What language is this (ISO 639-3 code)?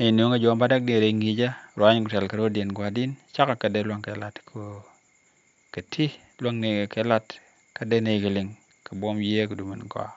nus